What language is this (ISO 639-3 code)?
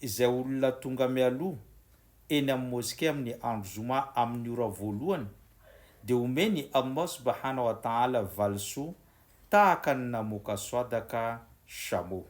mlg